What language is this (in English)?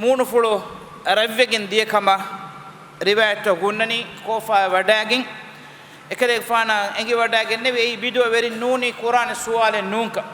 Divehi